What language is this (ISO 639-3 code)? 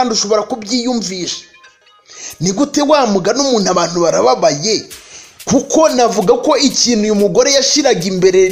kin